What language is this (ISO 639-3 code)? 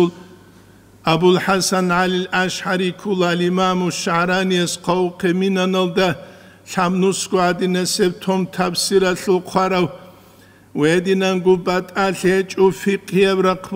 ava